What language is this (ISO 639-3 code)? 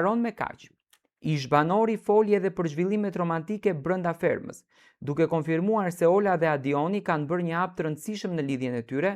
sqi